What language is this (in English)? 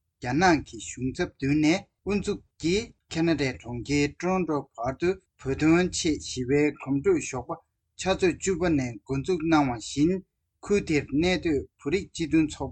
Tibetan